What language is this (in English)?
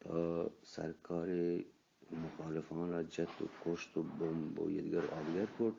Eastern Balochi